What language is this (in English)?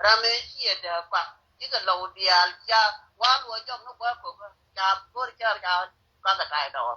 Nuer